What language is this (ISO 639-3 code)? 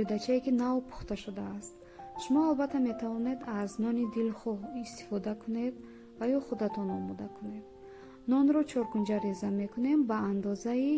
tgk